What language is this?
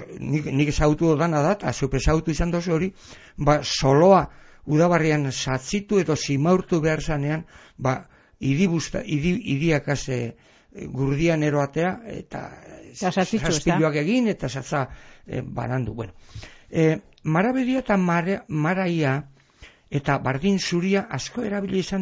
Basque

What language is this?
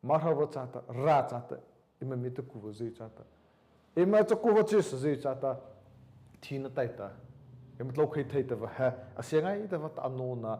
Mara Chin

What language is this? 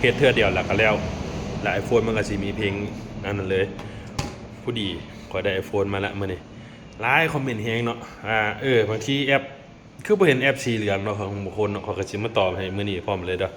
Lao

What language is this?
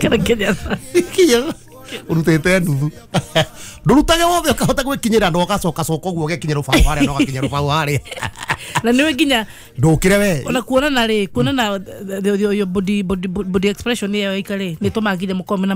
Kikuyu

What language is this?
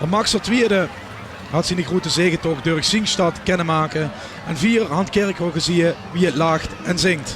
Limburgish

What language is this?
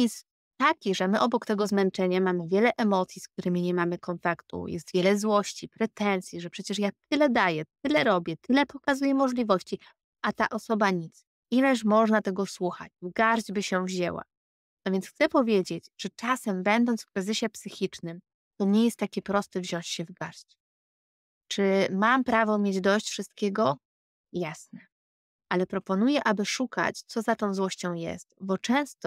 Polish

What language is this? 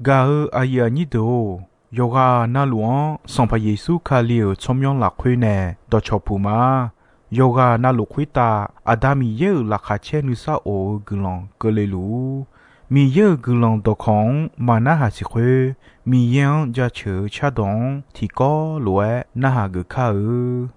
Akha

